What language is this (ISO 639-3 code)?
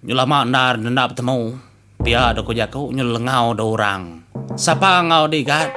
iba